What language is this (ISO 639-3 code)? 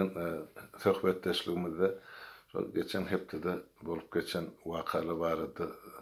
tuk